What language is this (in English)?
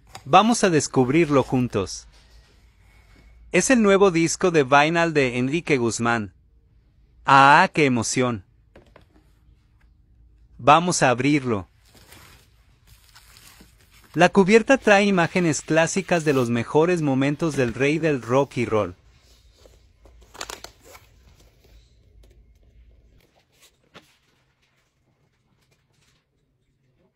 Spanish